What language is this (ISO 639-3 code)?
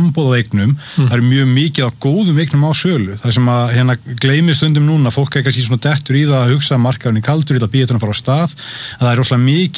isl